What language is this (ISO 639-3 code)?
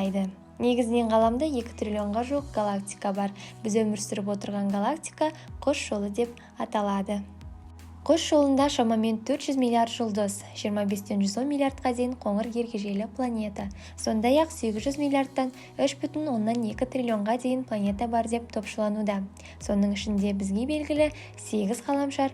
kaz